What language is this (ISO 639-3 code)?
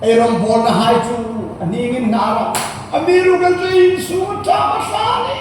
hmr